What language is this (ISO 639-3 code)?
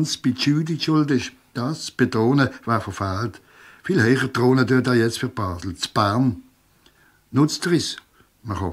gsw